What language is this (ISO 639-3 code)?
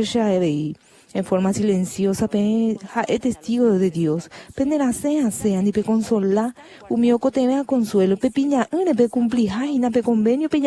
grn